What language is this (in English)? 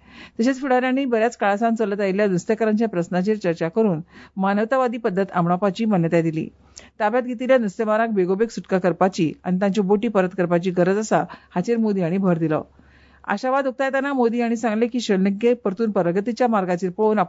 Konkani